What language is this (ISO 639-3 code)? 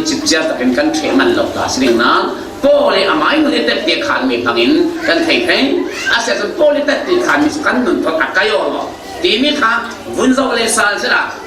cfm